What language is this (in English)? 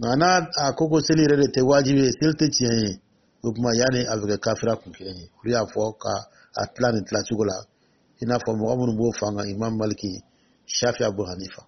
Dyula